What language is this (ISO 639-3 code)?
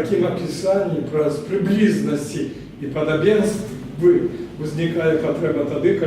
bel